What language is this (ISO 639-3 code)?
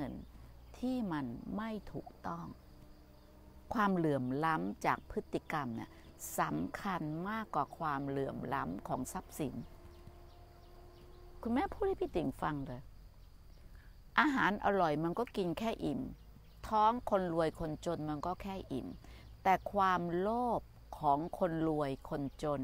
tha